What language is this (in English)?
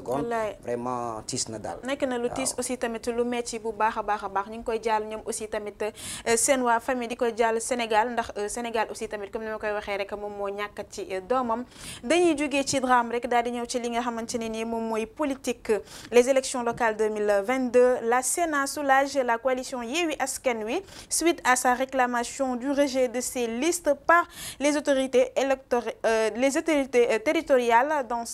Wolof